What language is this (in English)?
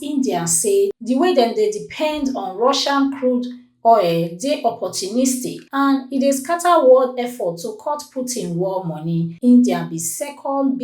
Nigerian Pidgin